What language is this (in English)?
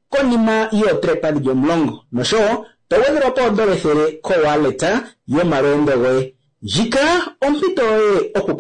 Kuanyama